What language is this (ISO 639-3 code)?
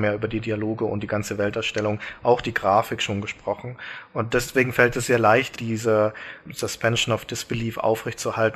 deu